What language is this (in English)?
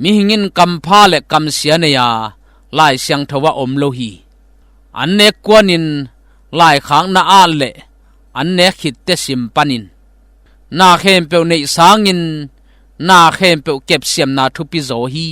Tedim Chin